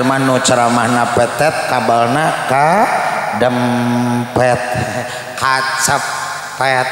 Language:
Sundanese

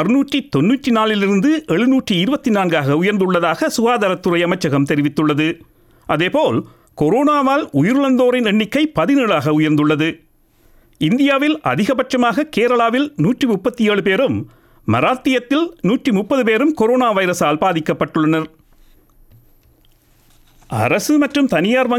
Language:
Tamil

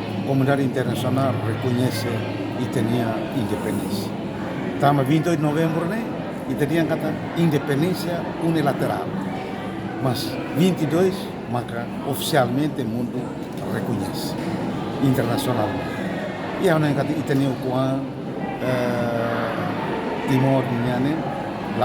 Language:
Tetum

